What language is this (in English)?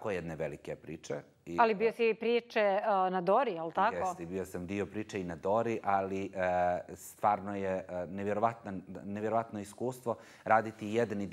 Bosnian